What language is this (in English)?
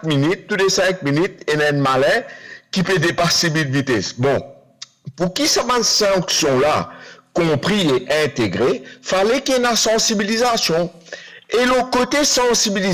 Morisyen